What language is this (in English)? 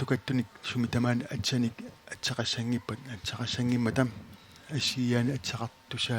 Kalaallisut